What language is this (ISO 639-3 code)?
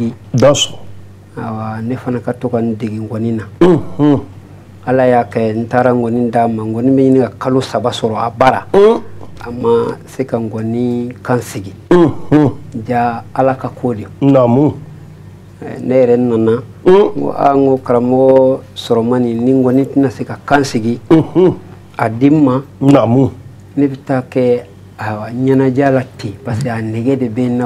bam